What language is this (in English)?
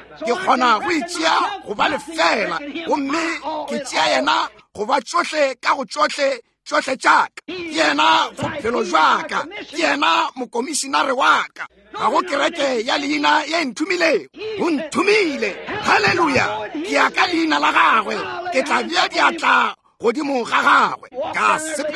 Northern Sotho